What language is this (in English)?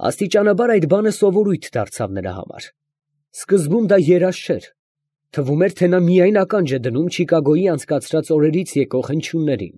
Armenian